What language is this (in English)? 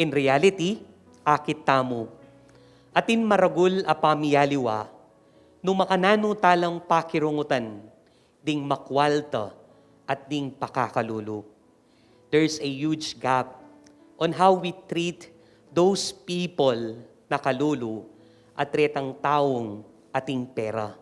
Pampanga